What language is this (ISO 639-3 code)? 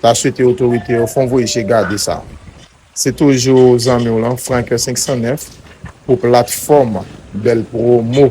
hat